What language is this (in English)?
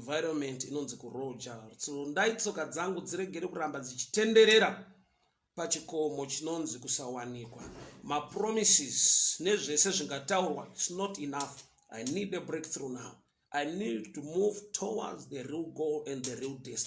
Shona